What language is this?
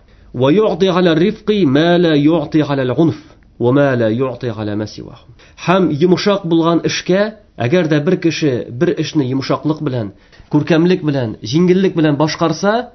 Tatar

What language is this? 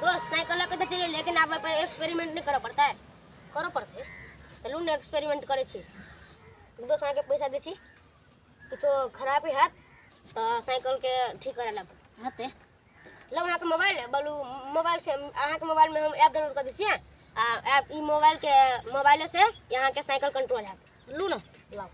Maithili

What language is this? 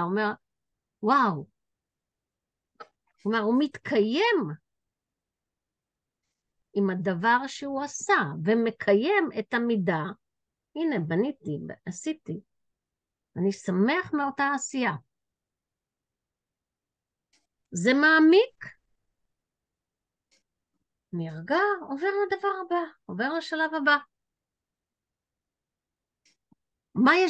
Hebrew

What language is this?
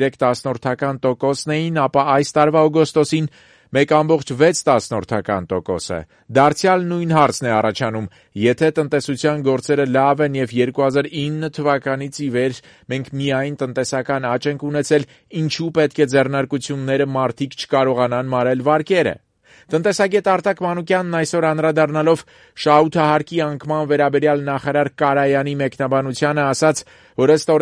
Armenian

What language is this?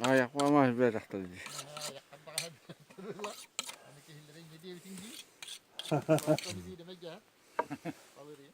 Yakut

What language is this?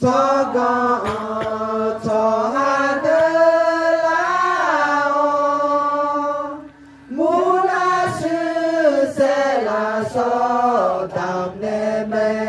Akha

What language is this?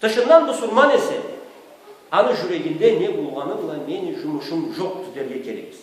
Karachay-Balkar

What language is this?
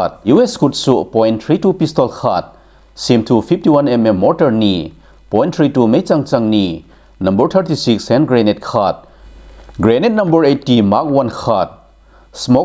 Thado Chin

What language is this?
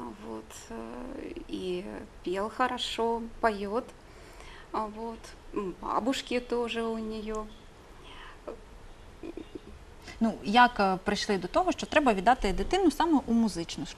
Ukrainian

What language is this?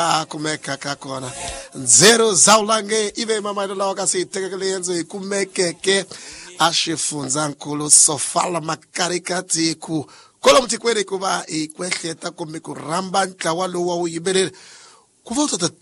Tsonga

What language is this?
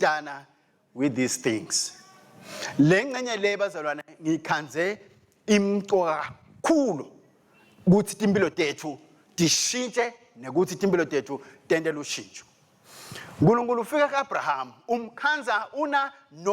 Swati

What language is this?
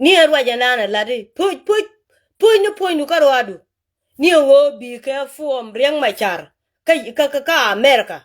Nuer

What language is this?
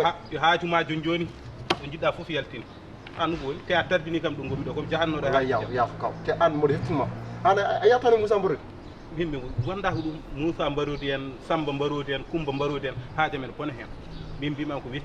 Fula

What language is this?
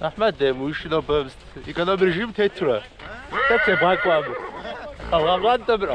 Kabardian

